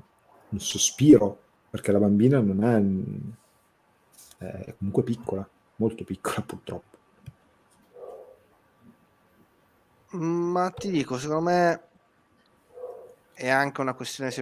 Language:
Italian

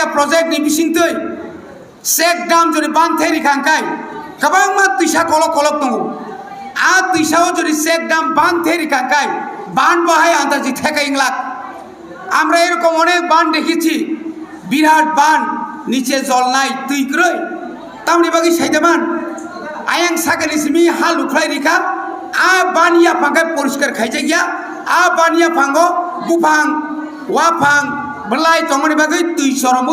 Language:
Kok Borok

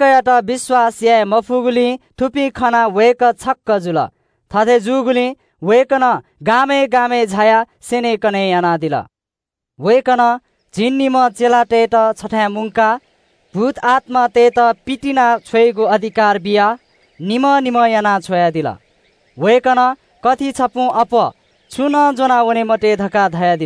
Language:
Newari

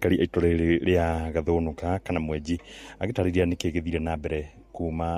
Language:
Kikuyu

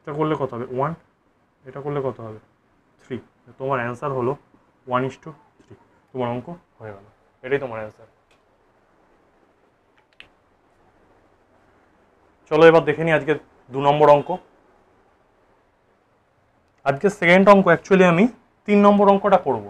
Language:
Bangla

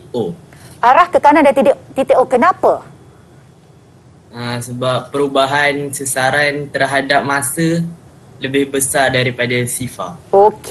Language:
Malay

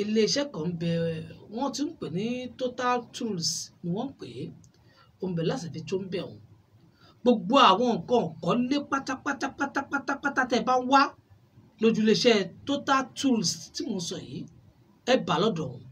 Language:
Yoruba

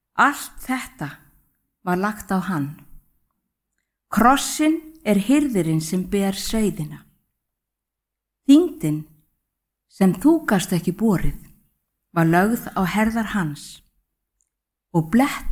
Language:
Icelandic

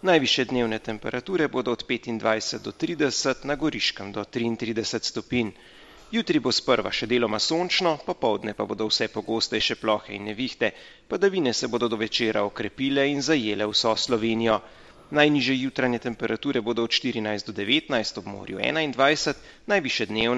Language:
Slovenian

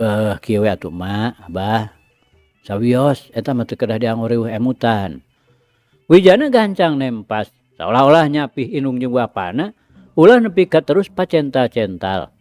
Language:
Sundanese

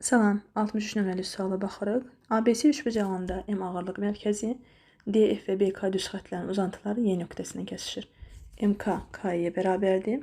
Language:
Azerbaijani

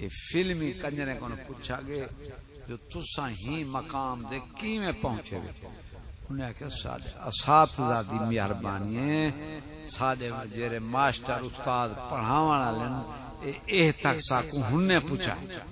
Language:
Saraiki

